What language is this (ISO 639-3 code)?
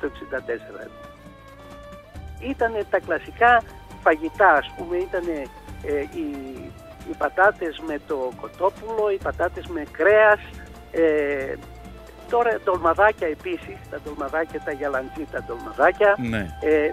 ell